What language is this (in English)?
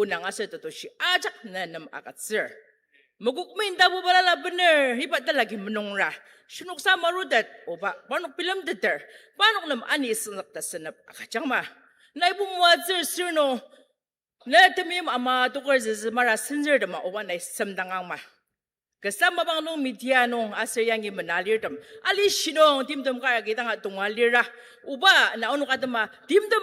Ao Naga